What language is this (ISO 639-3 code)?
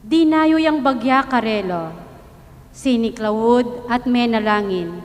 pam